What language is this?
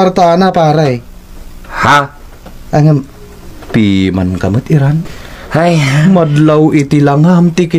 Iloko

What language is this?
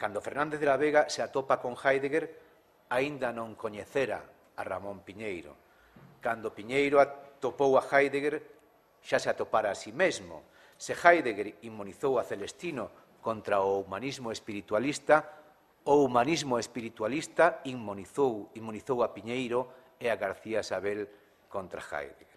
Galician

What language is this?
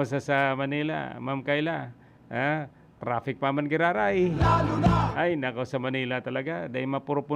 Bikol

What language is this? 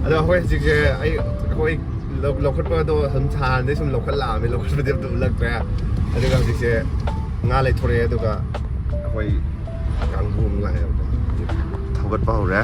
Manipuri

